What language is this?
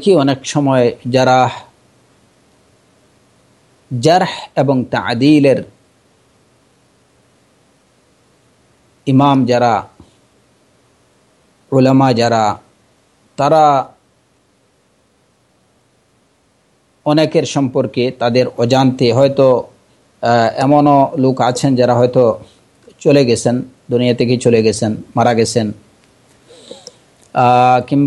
Bangla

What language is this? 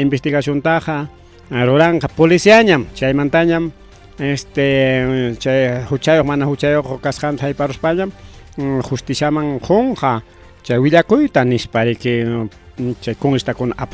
Ayacucho Quechua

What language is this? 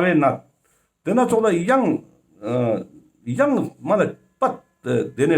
Ladakhi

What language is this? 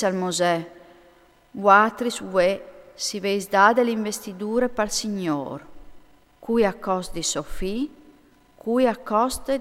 Friulian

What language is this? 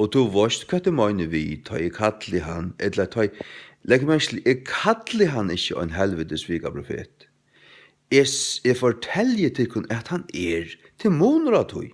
Faroese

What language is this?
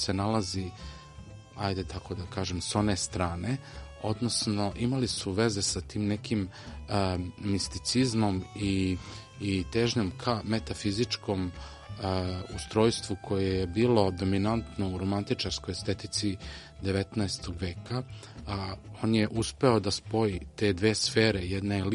Serbian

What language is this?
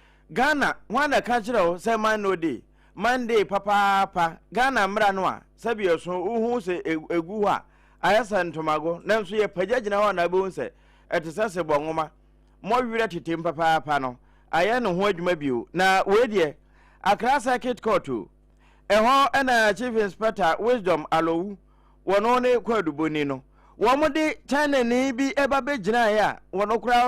Akan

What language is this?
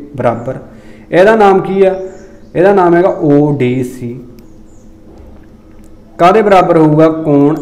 Punjabi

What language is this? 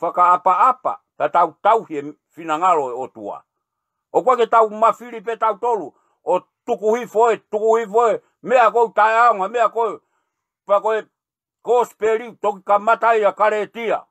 Tongan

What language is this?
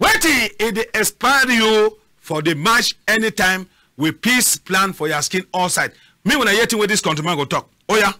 Cameroon Pidgin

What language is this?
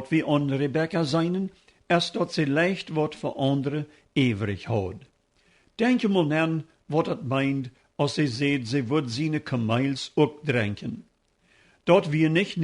Plautdietsch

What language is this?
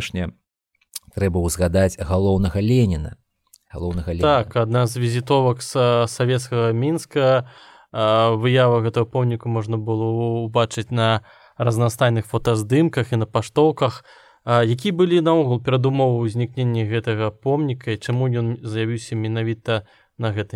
Belarusian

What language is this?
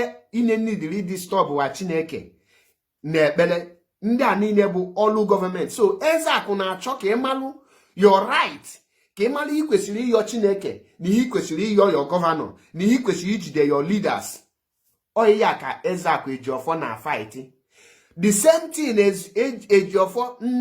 Igbo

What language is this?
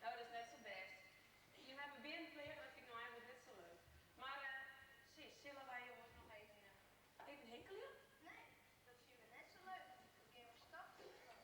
Western Frisian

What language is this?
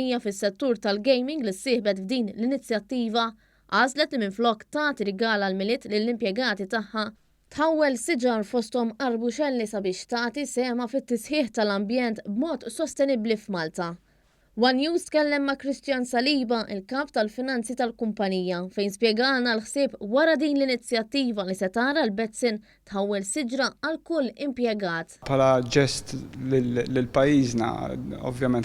Maltese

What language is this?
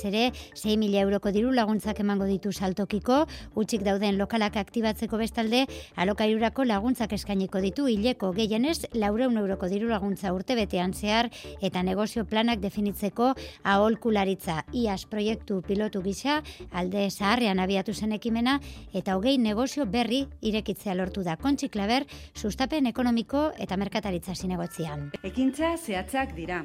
Basque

